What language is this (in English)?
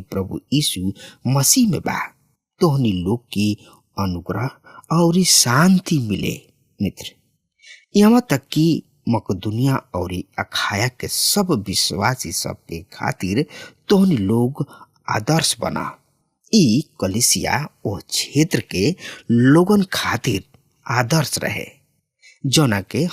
Bhojpuri